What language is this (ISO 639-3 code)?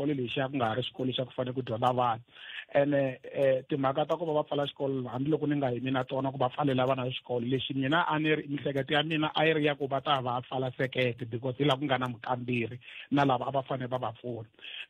tso